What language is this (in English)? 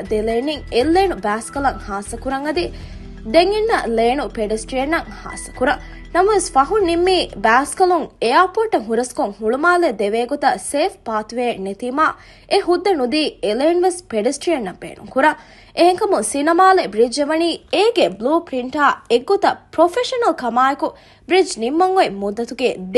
Divehi